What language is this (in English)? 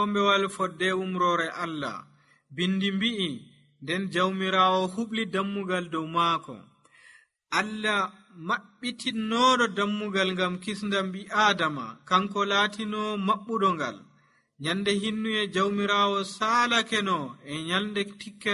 Nigerian Fulfulde